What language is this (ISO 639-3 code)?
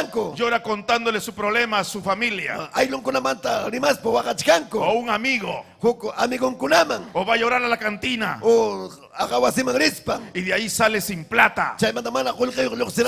quy